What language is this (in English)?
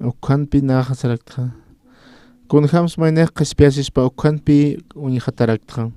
Aymara